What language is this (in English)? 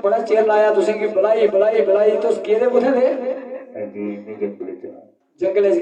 Dogri